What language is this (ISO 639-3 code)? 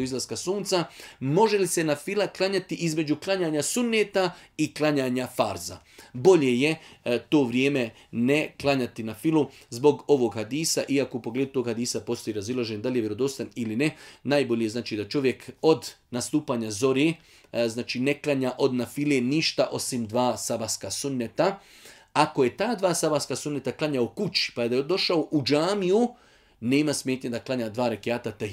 bos